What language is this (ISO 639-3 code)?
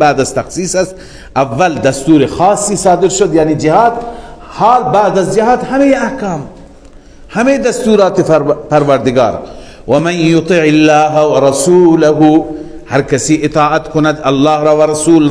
fas